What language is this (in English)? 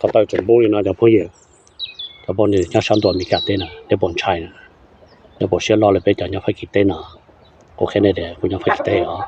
Hmong